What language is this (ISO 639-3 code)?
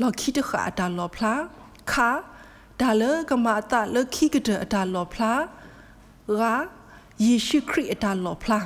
ksw